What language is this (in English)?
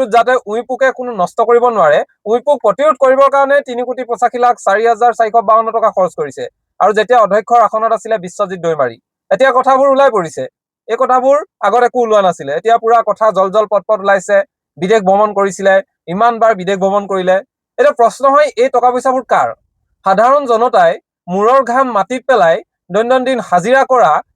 Assamese